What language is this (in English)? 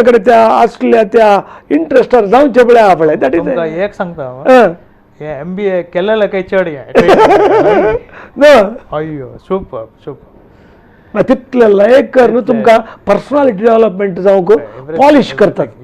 Konkani